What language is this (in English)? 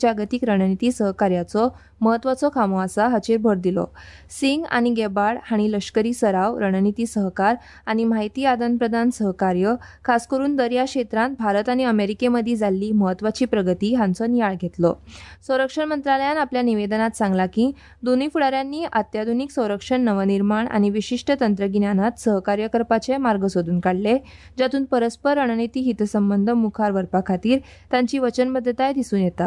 Konkani